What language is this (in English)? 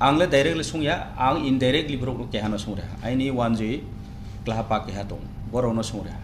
Riang (India)